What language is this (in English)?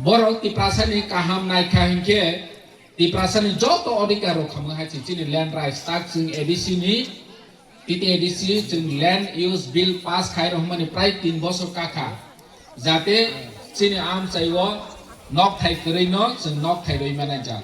Kok Borok